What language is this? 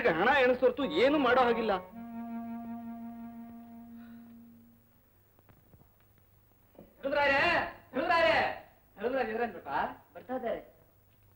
Kannada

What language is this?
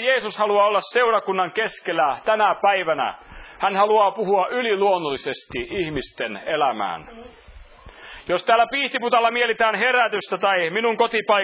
Finnish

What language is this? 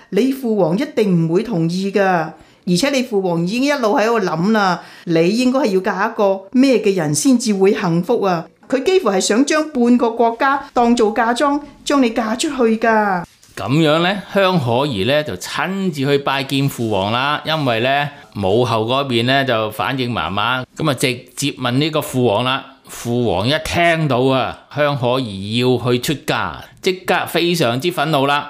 Cantonese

